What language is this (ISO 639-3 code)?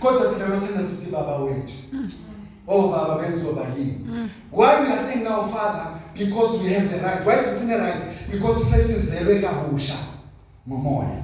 zul